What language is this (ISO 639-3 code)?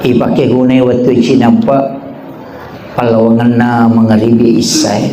bug